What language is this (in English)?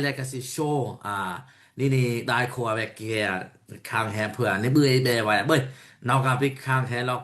Daai Chin